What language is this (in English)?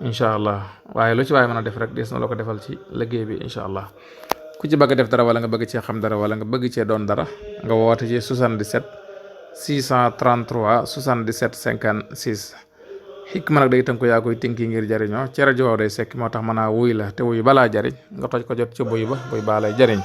Wolof